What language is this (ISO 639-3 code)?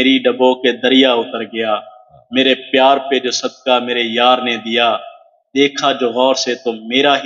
skr